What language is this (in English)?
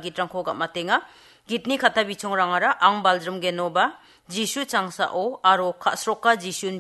Garo